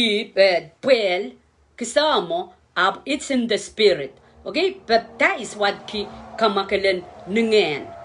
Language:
Pohnpeian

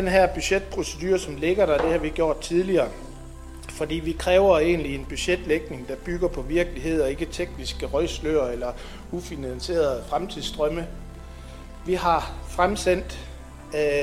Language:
Danish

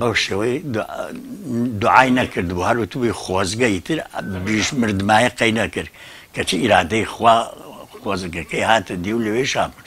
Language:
Central Kurdish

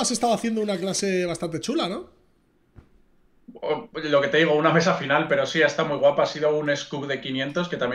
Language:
Spanish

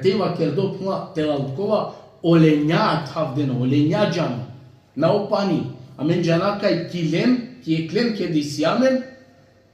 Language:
Balkan Romani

